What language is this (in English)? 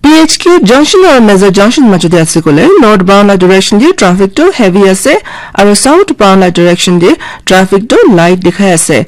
Naga Pidgin